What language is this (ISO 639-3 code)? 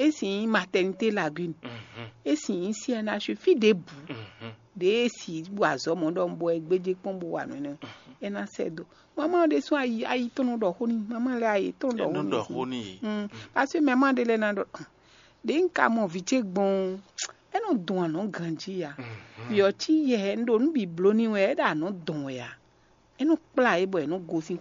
fon